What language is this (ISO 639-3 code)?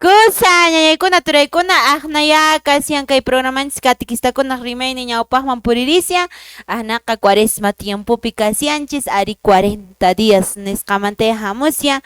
que